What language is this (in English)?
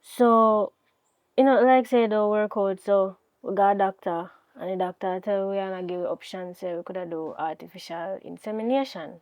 Jamaican Creole English